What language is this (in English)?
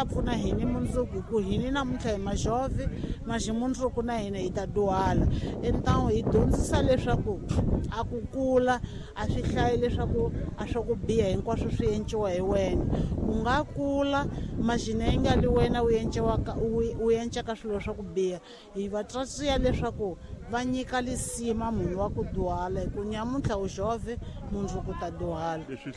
Tsonga